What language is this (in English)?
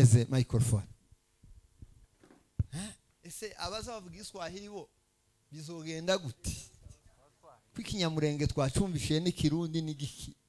Kinyarwanda